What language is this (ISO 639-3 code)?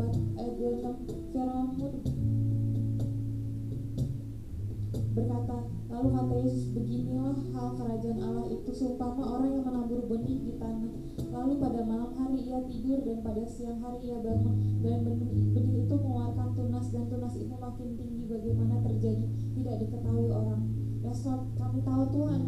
ind